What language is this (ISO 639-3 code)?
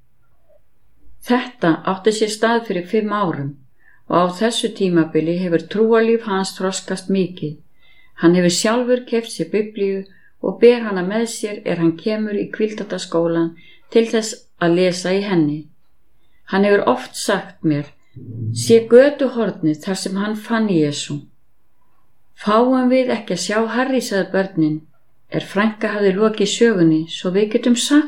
isl